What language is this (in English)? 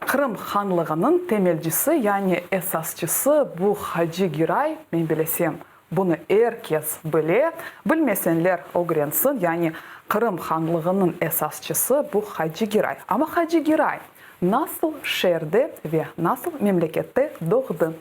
Crimean Tatar